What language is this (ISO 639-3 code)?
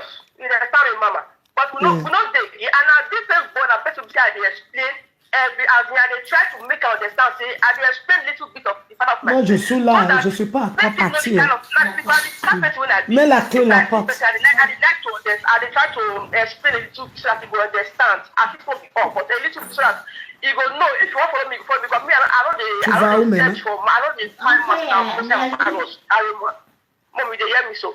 pcm